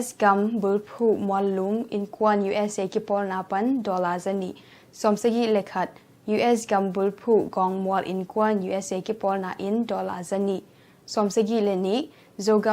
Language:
Tedim Chin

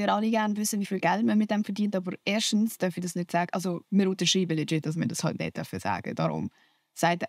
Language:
Swiss German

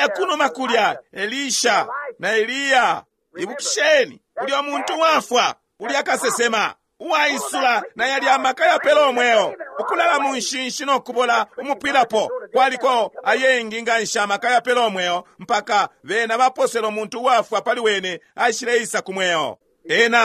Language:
Bemba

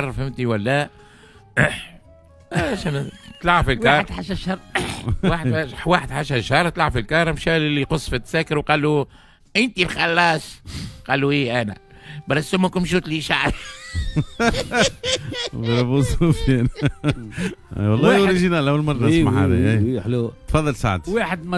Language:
Tunisian Arabic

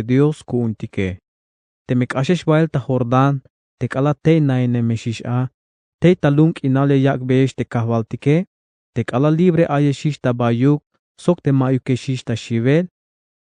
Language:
Tzeltal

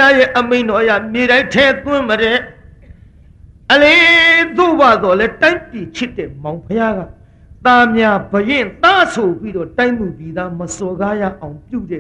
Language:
Burmese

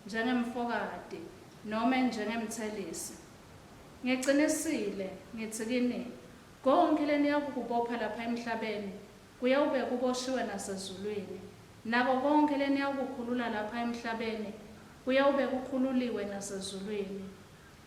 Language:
Swati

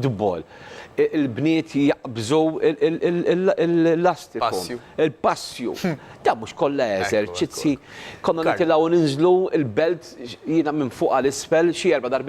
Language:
Maltese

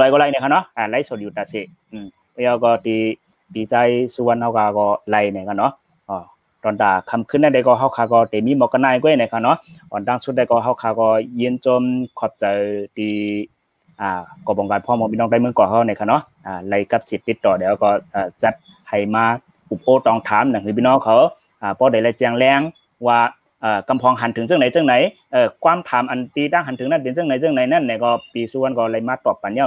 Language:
Shan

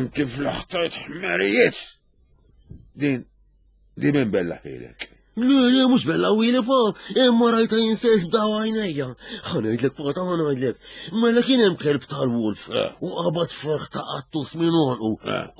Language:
Maltese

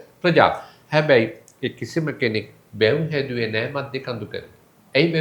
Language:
Sinhala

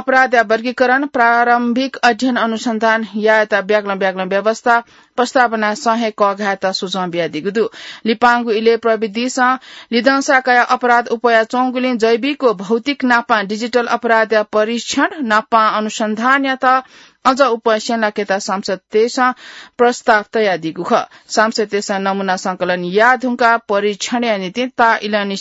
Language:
Newari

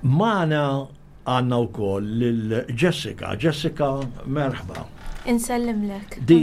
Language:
Maltese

